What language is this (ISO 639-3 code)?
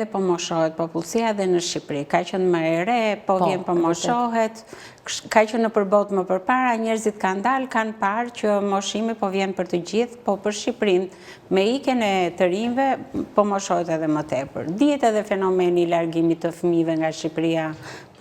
sqi